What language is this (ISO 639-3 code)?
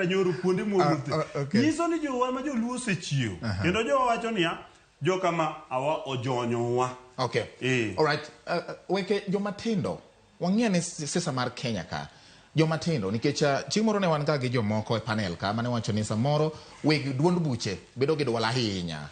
luo